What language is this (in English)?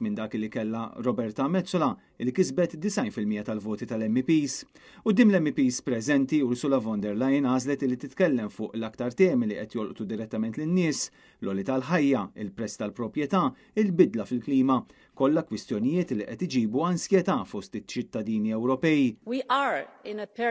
Maltese